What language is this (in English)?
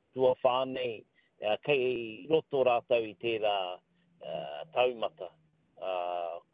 Māori